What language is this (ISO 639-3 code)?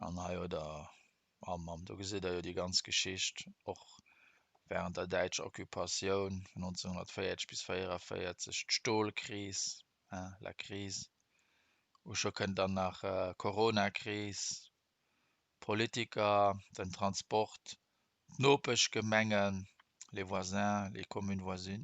ltz